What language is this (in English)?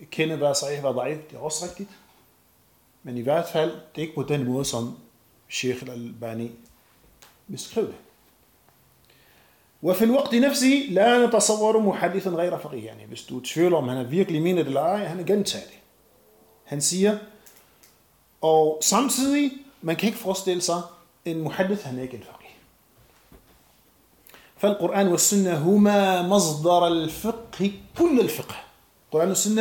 Danish